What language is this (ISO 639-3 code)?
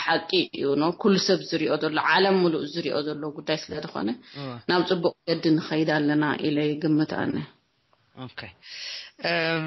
tir